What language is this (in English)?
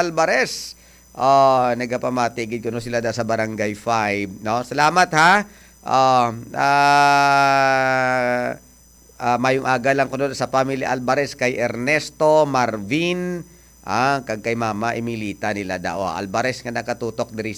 Hiligaynon